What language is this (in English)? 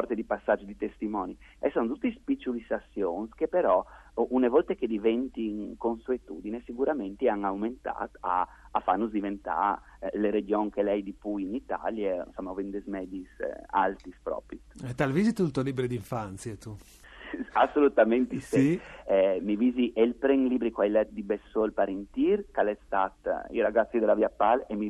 Friulian